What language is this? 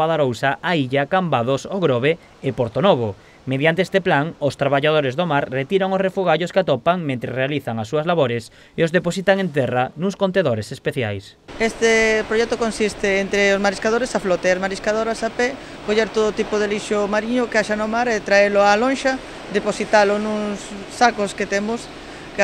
Galician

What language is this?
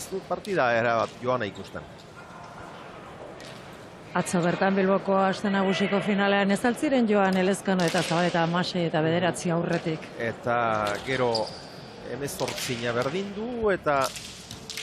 Basque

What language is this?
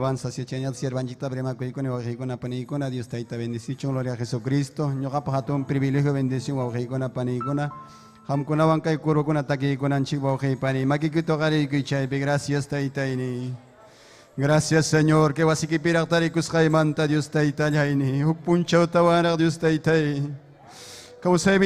Ayacucho Quechua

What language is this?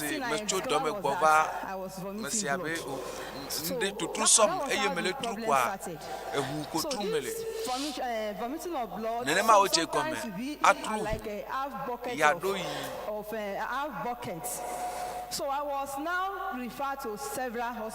Ewe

